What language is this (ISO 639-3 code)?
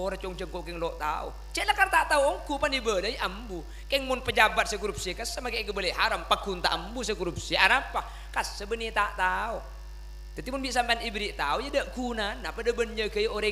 mad